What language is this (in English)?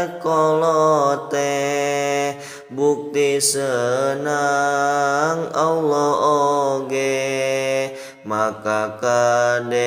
Sundanese